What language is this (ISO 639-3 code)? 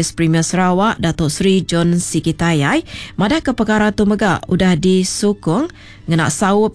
iba